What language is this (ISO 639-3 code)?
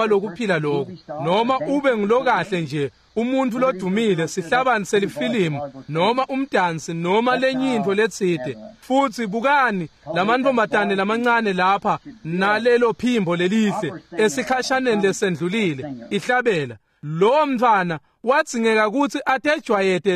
ssw